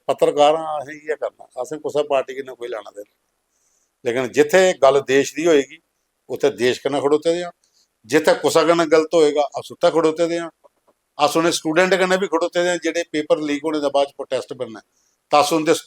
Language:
Dogri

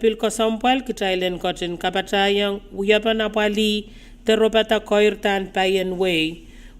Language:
Pohnpeian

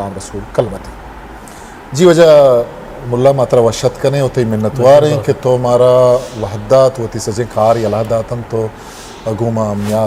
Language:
Eastern Balochi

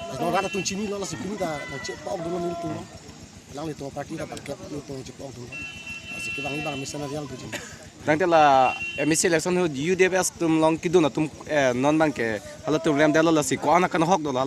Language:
Karbi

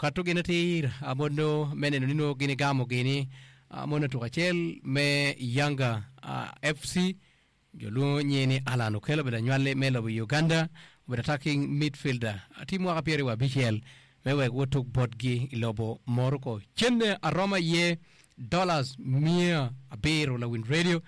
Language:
Acoli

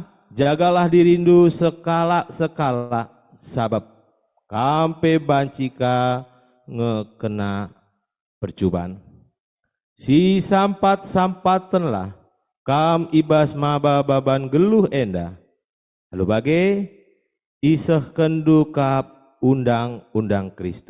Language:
Batak Karo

